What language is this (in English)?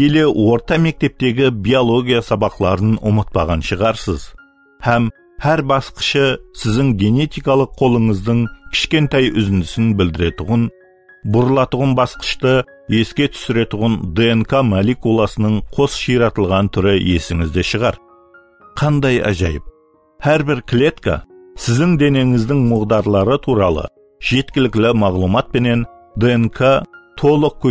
Kara-Kalpak